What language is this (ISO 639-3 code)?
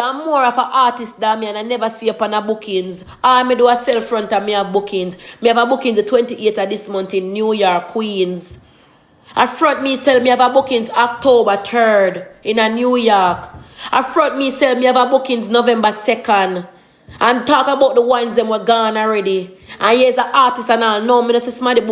jam